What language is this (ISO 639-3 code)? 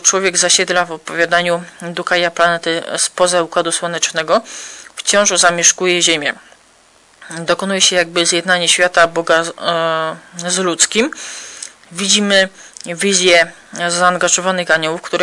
pol